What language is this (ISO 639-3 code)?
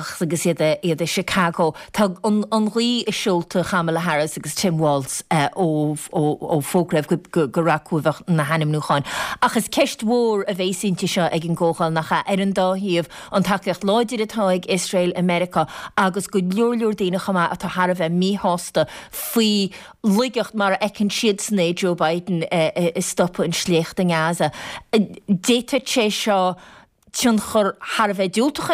gle